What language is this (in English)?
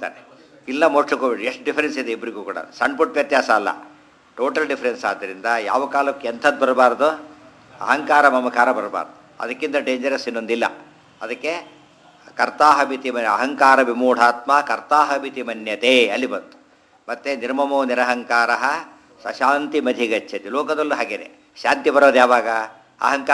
Kannada